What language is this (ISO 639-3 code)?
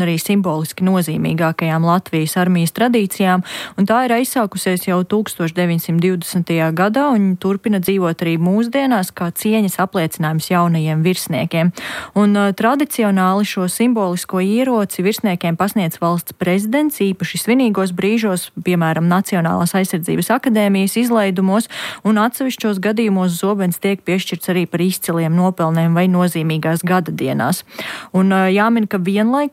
lav